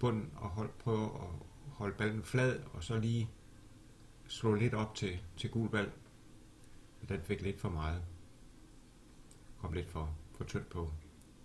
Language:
Danish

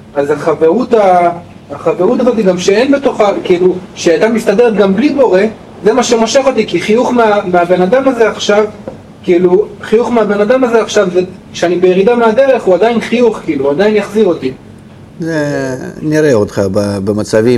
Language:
Hebrew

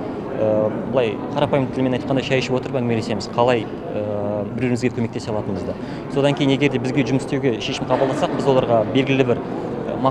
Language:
Kazakh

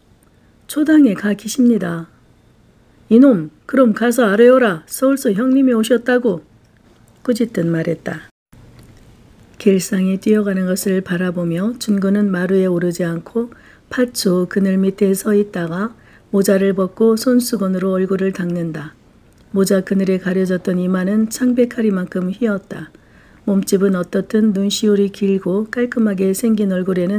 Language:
Korean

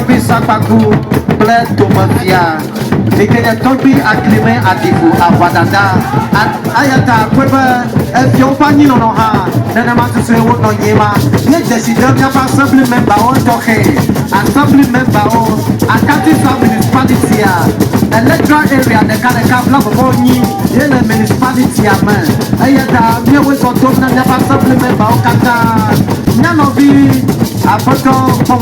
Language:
Ewe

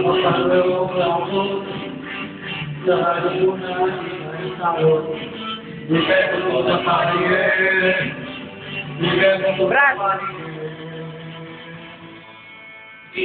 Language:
Filipino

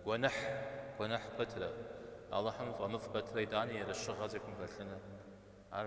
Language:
Kabardian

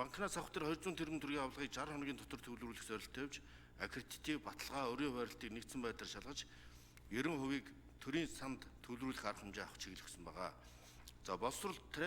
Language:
Mongolian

